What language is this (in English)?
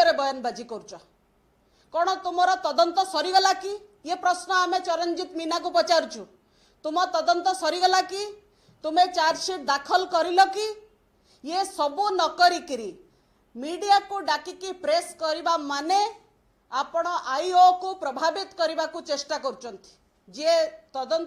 Odia